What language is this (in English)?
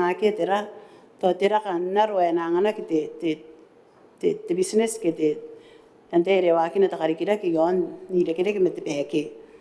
Gilbertese